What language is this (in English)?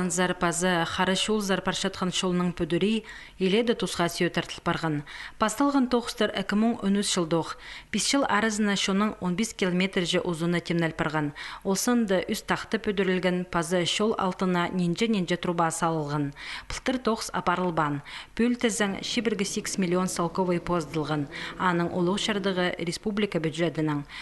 Khakas